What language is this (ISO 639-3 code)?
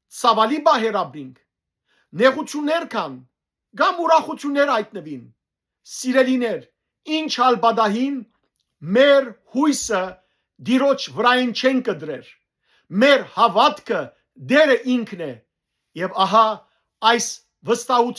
hyw